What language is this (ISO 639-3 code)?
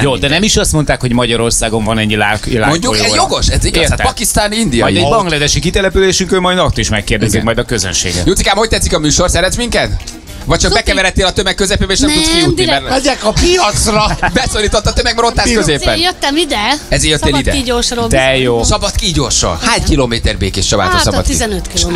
hun